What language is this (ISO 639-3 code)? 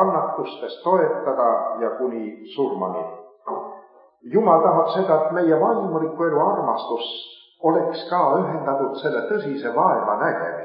est